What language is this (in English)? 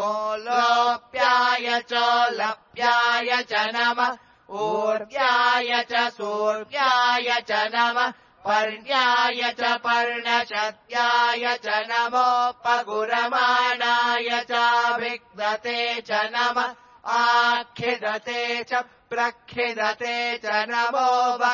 Sanskrit